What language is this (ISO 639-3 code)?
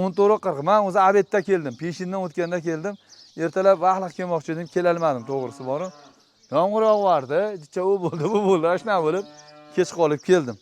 uzb